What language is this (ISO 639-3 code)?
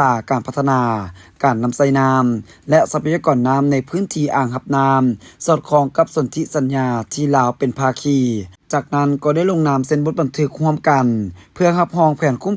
lao